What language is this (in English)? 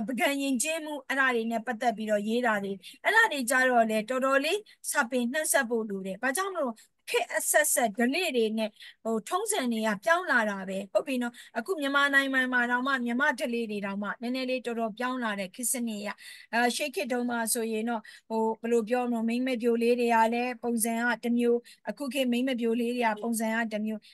Burmese